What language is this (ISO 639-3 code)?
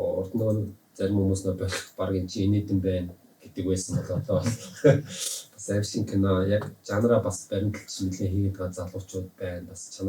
mon